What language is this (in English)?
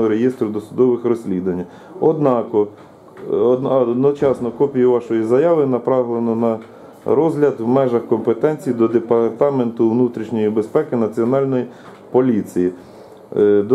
Ukrainian